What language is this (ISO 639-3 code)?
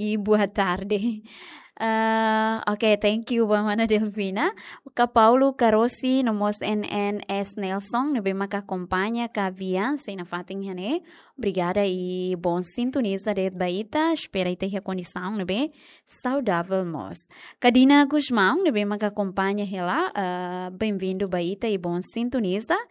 tet